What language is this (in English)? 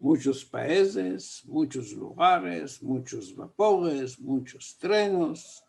Ladino